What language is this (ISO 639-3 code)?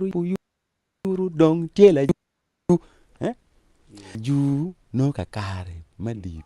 ach